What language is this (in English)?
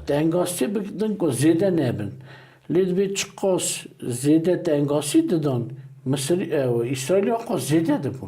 Kurdish